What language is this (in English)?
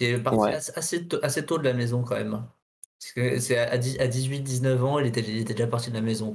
French